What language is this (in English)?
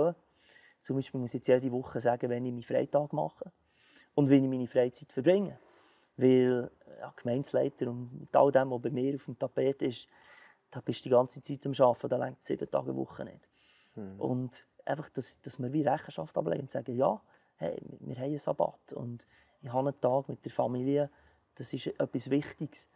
Swiss German